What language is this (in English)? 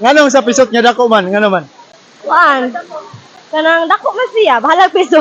Cebuano